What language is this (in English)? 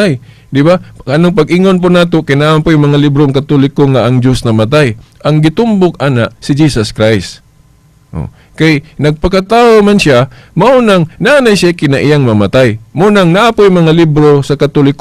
Cebuano